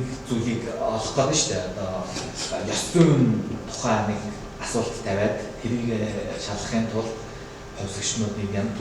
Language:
Mongolian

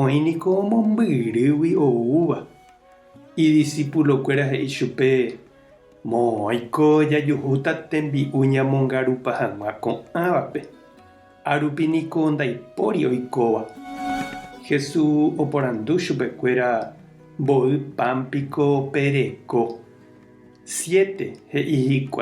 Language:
Guarani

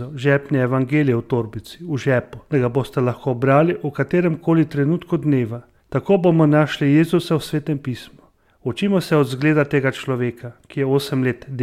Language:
Slovenian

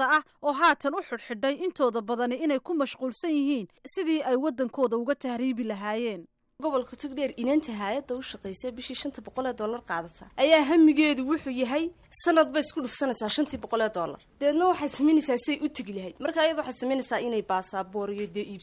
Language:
Somali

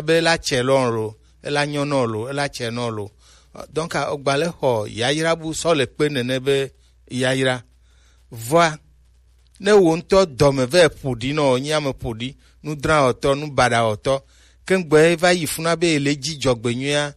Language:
Gen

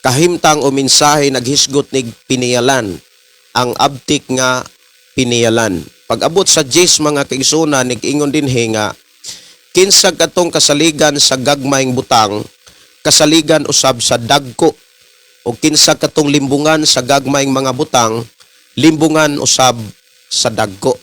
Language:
Cebuano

